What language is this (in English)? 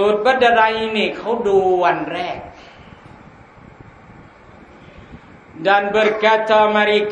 Thai